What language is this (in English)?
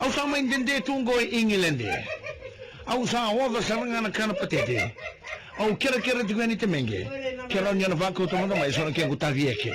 Fijian